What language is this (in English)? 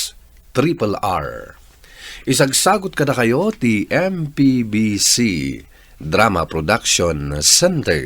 Iloko